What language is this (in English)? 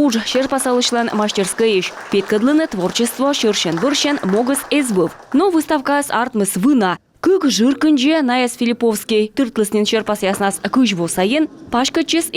Komi